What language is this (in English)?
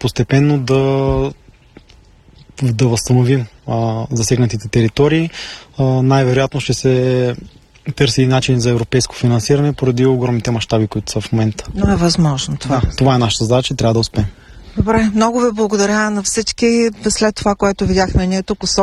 Bulgarian